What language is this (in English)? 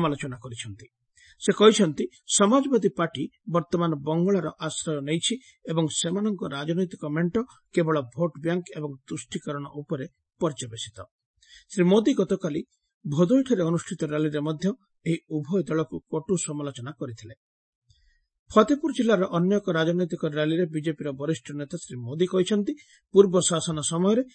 Odia